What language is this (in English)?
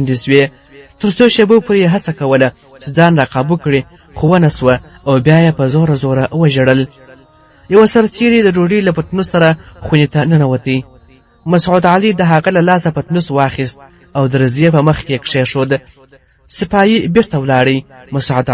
Pashto